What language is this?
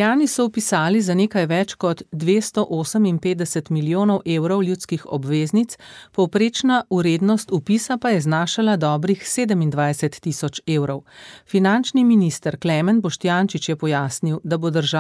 Slovenian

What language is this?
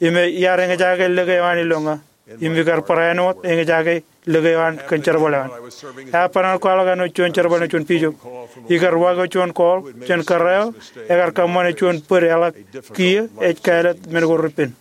Marshallese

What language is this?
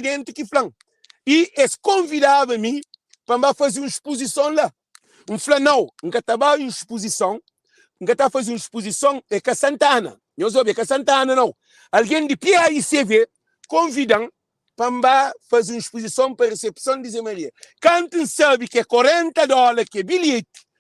Kabuverdianu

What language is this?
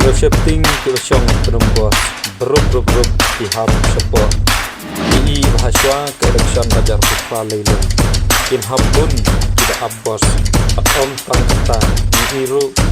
Khasi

